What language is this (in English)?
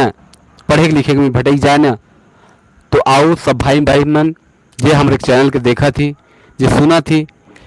Sadri